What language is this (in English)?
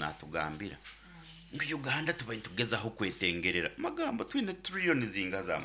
Nyoro